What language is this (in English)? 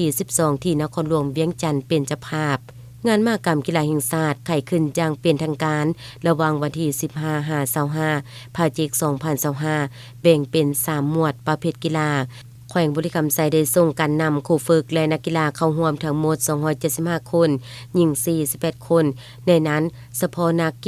Lao